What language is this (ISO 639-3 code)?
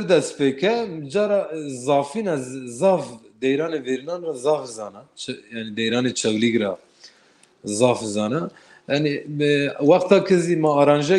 zza